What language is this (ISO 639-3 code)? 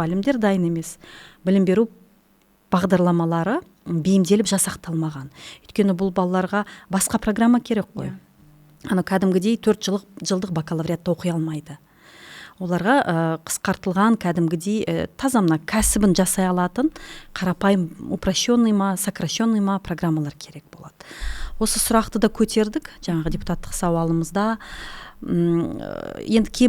kaz